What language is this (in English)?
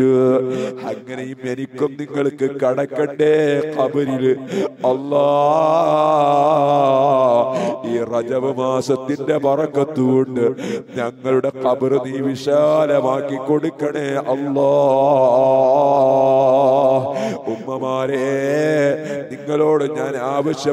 Malayalam